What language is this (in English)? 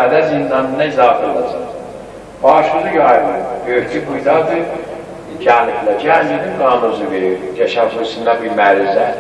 South Azerbaijani